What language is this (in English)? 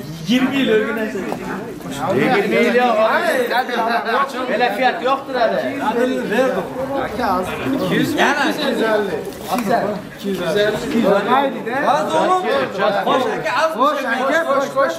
Turkish